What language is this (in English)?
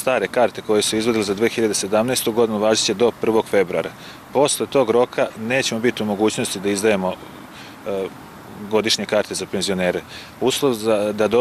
Serbian